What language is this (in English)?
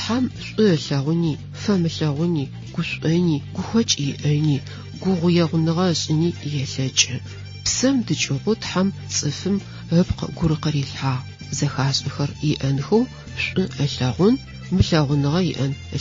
Adyghe